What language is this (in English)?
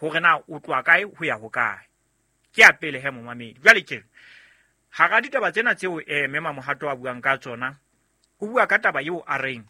Southern Sotho